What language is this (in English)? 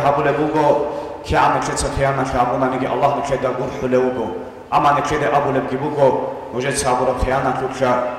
Avaric